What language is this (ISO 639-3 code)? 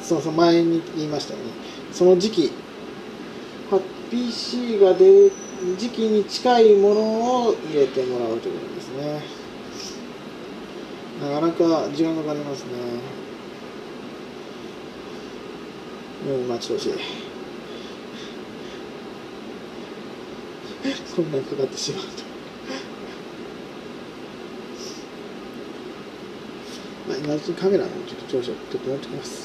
jpn